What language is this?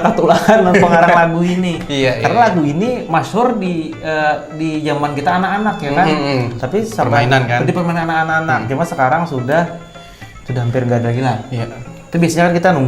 Banjar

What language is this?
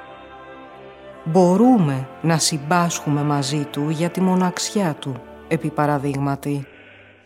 Greek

